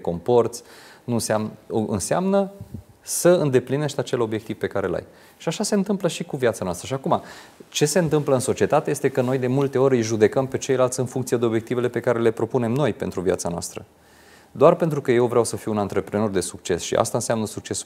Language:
Romanian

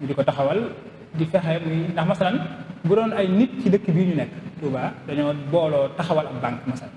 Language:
Wolof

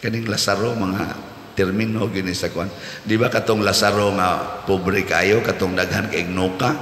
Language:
Cebuano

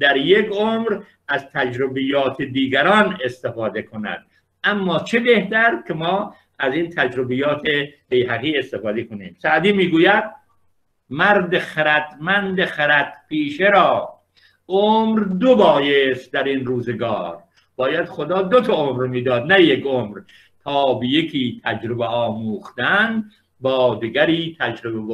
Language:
Persian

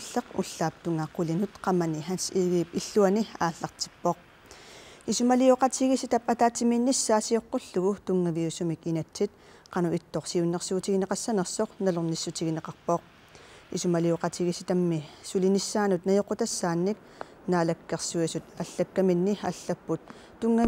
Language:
Kalaallisut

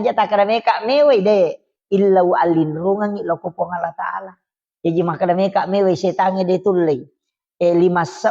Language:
Buginese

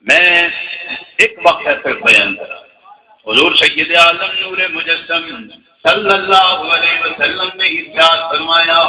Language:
Saraiki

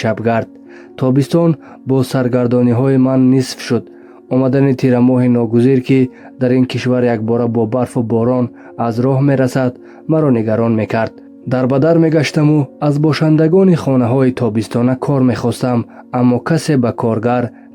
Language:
Tajik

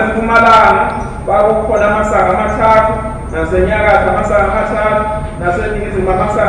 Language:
Zulu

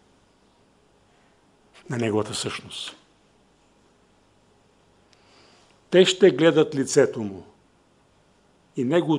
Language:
Bulgarian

